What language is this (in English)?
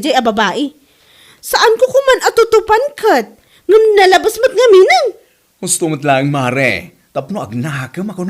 Iloko